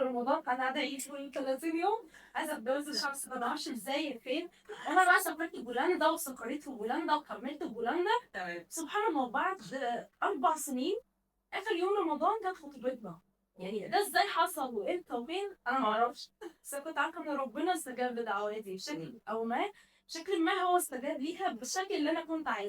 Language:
Egyptian Arabic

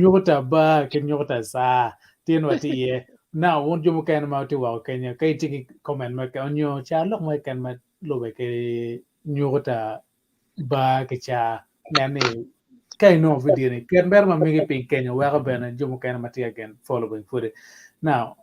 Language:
Acoli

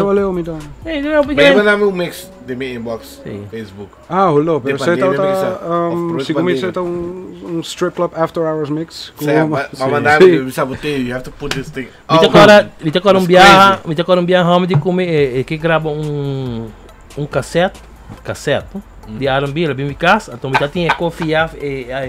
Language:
Papiamento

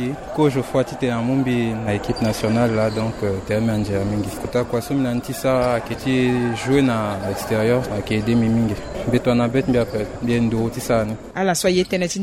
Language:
Sango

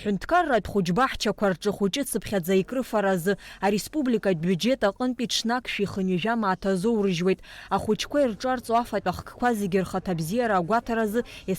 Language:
Abkhazian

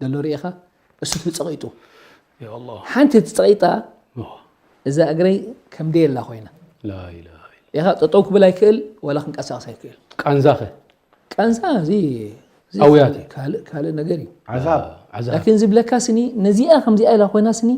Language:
Tigrinya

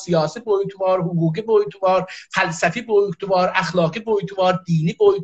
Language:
South Azerbaijani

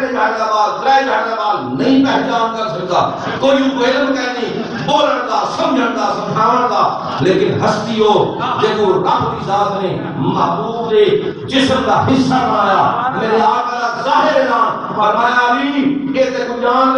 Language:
Saraiki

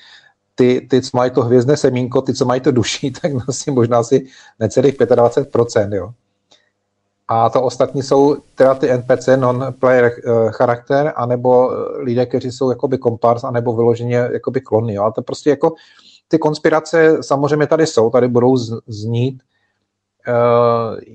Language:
Czech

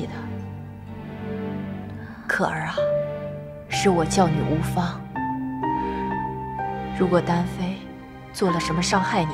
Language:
Chinese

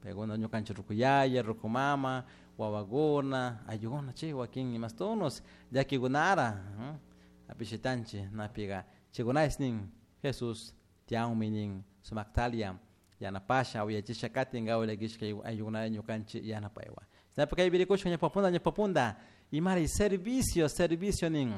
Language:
Chimborazo Highland Quichua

